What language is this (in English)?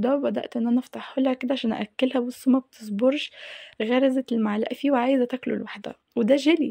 Egyptian Arabic